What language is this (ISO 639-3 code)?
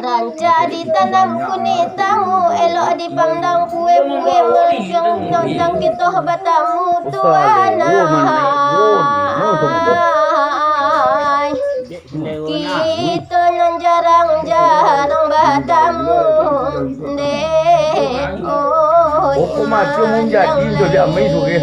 min